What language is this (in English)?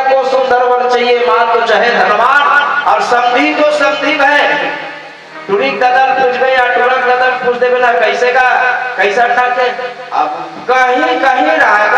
Chhattisgarhi